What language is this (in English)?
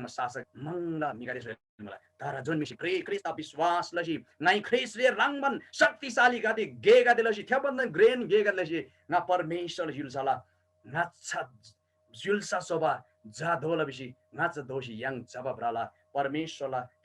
Eastern Tamang